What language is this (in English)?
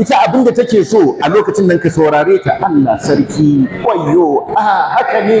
Hausa